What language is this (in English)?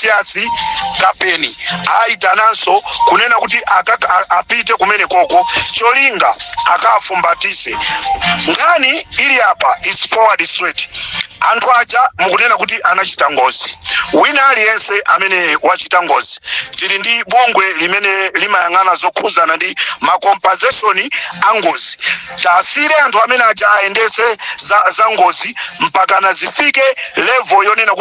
Nyanja